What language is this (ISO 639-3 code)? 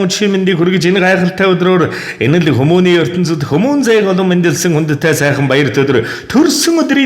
mon